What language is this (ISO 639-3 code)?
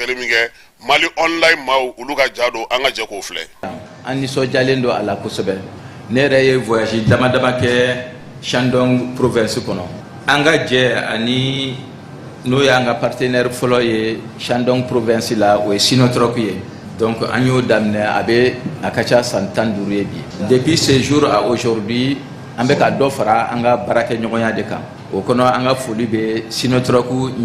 bam